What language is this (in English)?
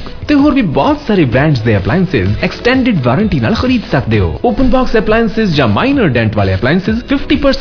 Punjabi